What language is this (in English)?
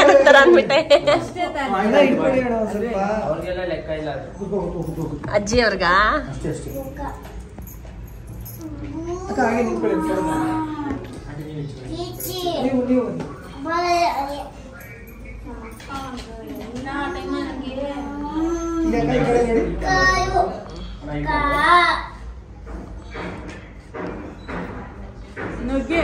Kannada